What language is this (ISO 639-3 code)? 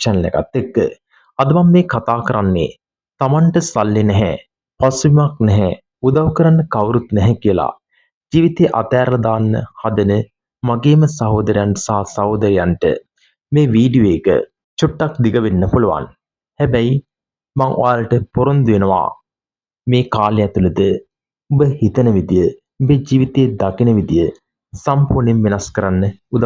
sin